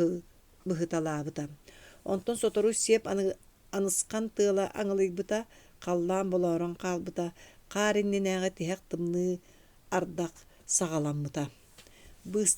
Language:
Yakut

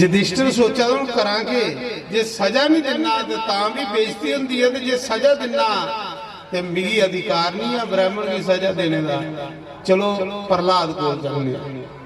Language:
Dogri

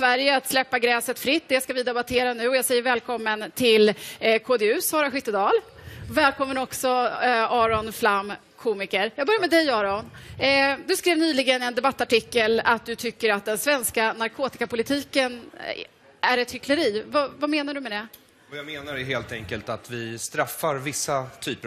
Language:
Swedish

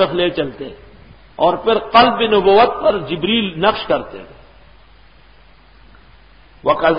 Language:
Urdu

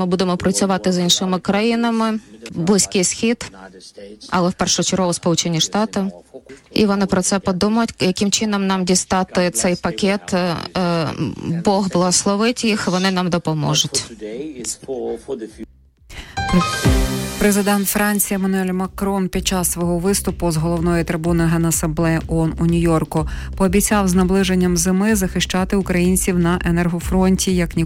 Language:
Ukrainian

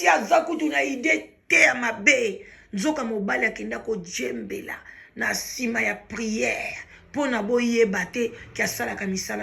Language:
Lingala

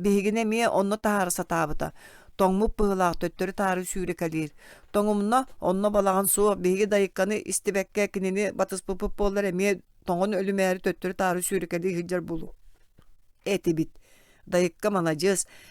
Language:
Yakut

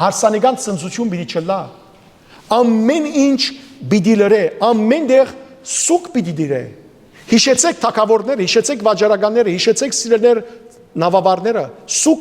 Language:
Western Armenian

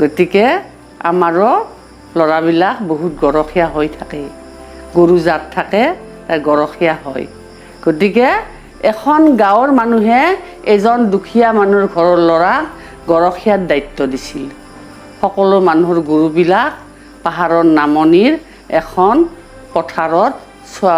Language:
Assamese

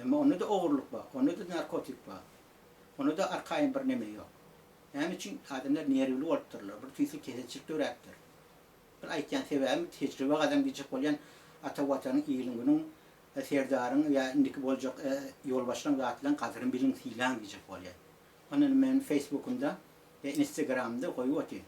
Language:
Turkmen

